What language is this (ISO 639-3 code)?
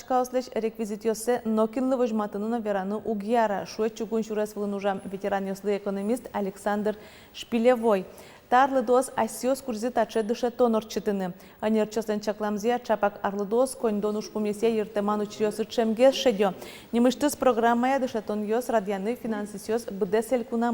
udm